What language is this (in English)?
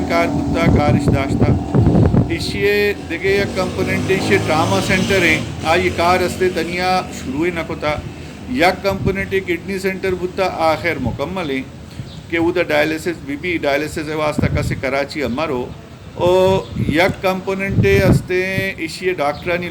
Baluchi